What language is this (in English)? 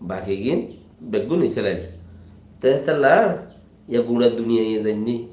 Rohingya